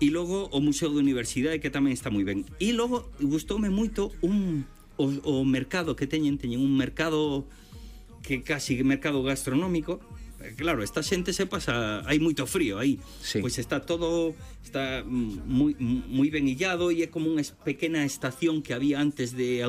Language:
Galician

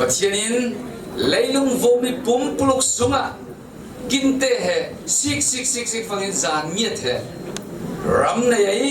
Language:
Falam Chin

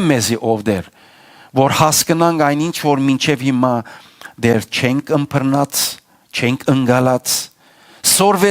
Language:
Western Armenian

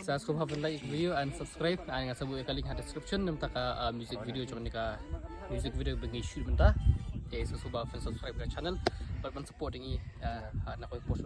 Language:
Khasi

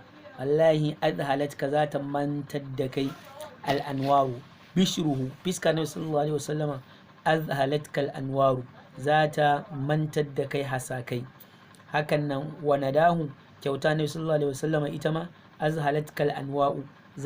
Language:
Hausa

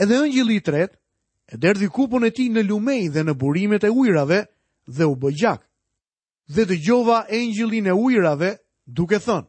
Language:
Albanian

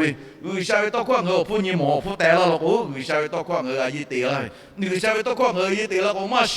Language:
Lahu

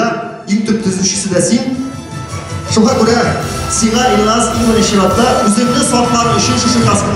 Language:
Tatar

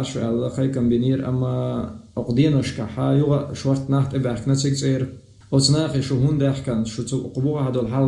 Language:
Chechen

